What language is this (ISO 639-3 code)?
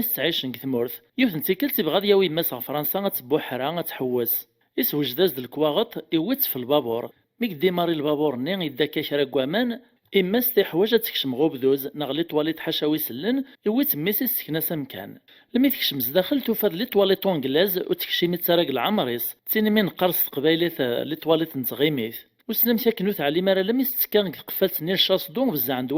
kab